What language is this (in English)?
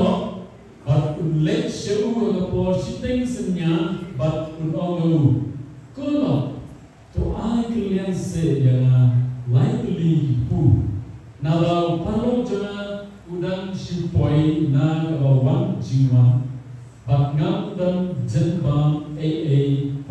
Khasi